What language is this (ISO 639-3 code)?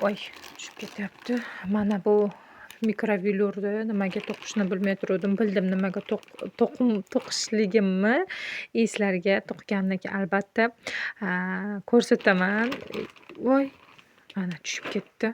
uzb